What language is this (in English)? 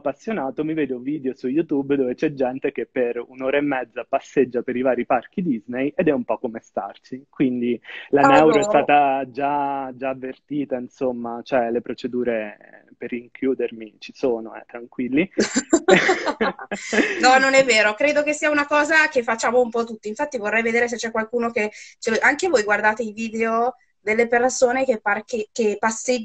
Italian